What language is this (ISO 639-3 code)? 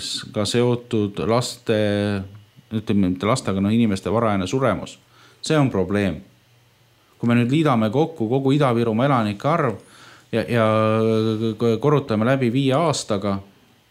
est